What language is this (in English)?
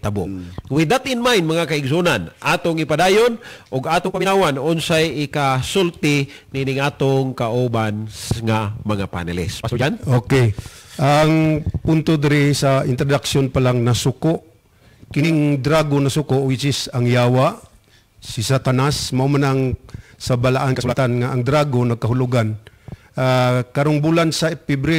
Cebuano